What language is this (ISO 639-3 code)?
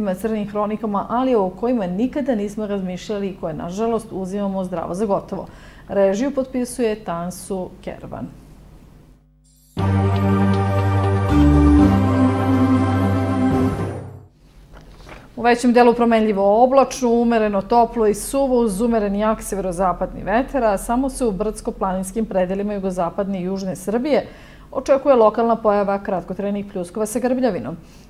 srp